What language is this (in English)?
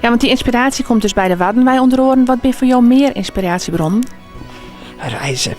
Western Frisian